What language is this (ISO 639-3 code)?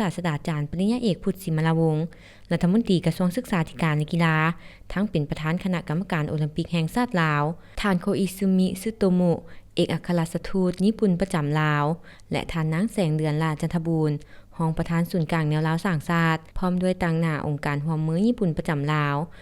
lao